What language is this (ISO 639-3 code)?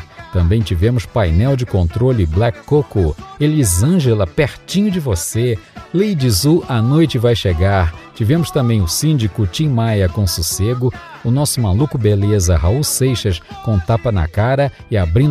por